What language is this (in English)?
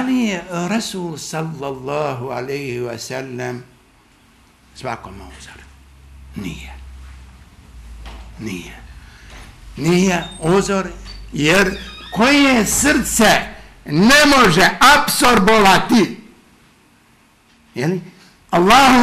Bosnian